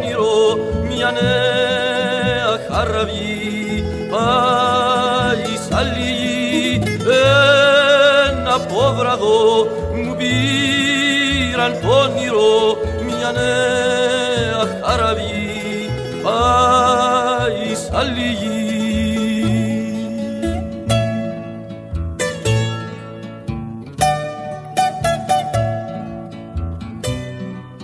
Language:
Greek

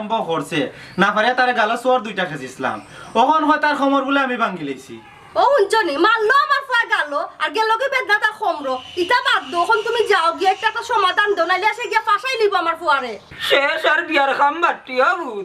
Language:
Sylheti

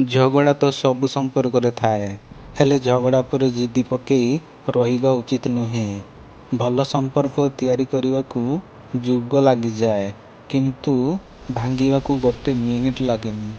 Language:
Odia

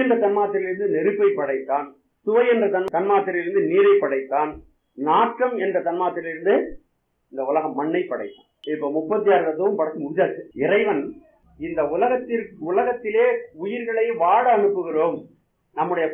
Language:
Tamil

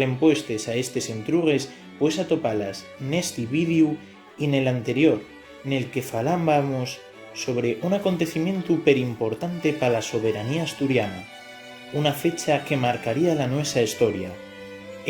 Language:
Asturian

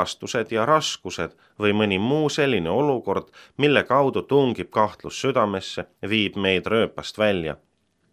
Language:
Estonian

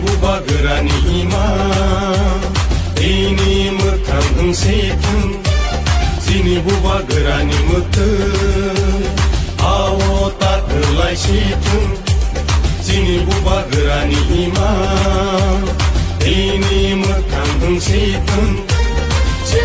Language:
Kok Borok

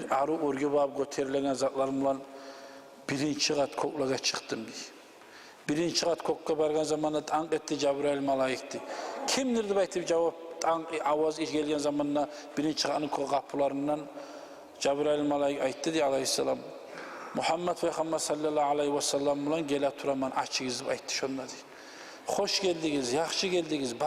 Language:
Kumyk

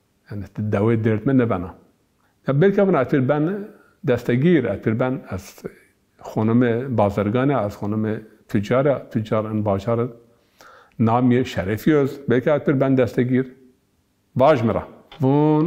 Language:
Zaza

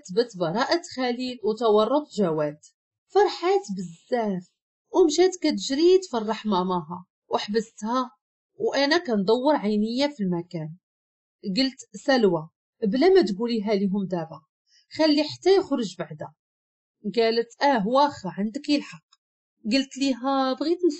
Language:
Moroccan Arabic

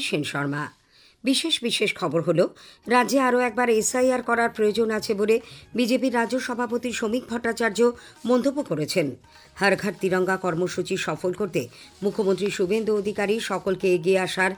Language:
Bangla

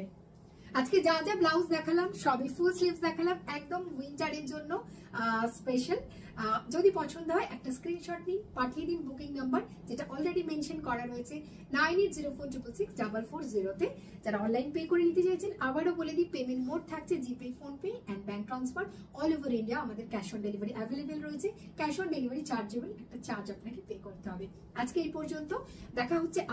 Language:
Bangla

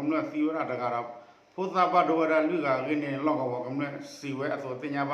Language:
S'gaw Karen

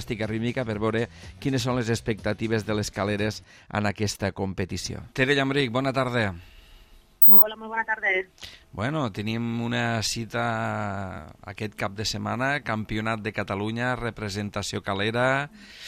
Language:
Catalan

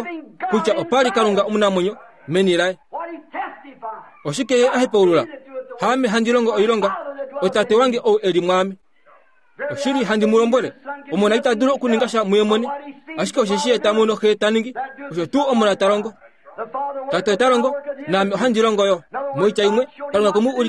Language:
Kuanyama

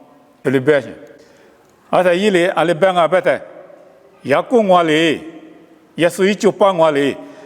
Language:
Lisu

